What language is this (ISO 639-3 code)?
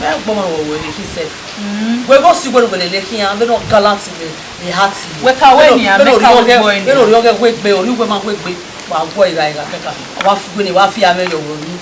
bin